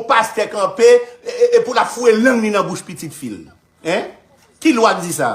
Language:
Haitian Creole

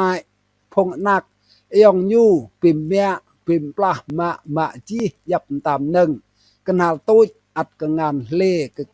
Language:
Rade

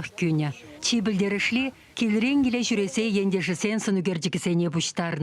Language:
Chuvash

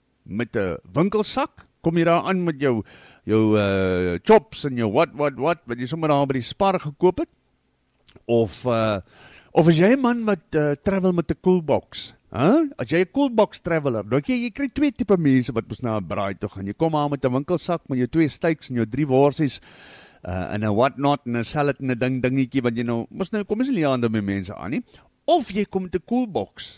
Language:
Afrikaans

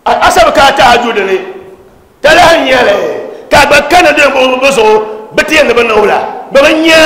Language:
Dagbani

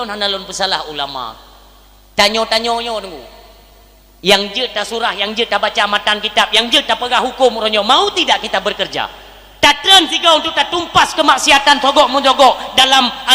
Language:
Achinese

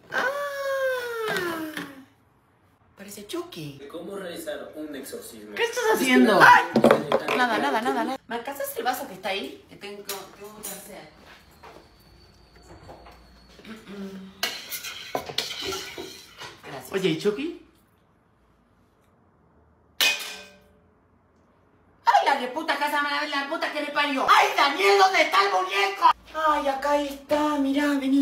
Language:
Spanish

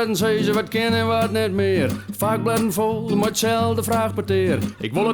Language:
Western Frisian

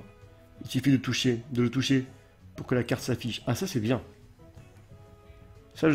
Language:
French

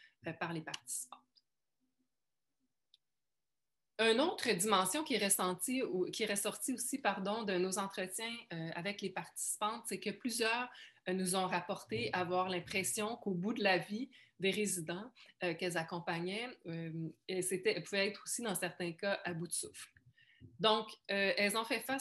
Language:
French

